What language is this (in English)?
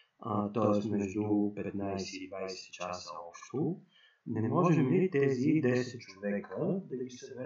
Bulgarian